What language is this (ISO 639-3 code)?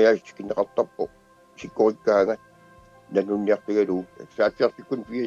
kal